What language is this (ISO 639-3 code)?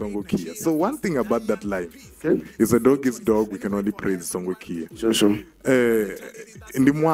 ven